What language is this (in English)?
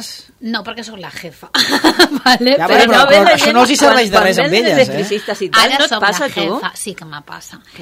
Catalan